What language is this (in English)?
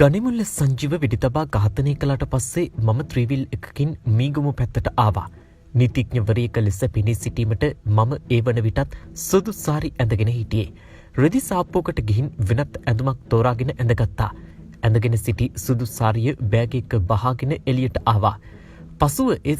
Sinhala